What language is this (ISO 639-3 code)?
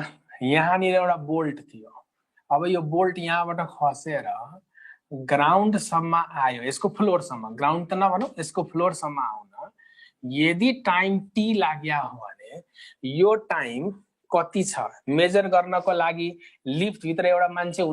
nep